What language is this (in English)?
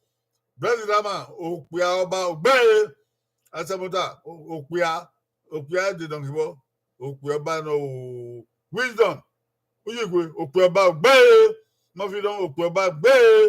Bini